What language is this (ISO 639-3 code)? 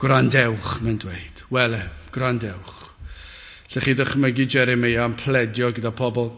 cym